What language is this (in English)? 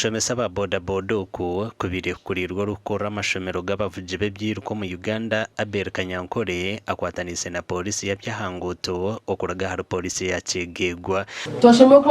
Nyankole